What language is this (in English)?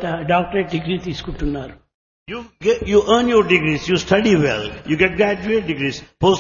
Telugu